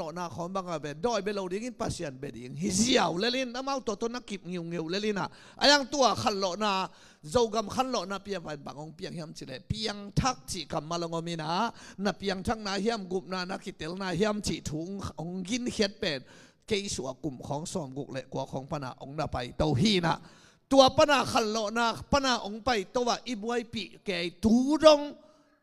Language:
Tedim Chin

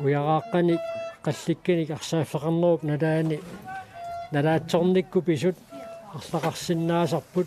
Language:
Kalaallisut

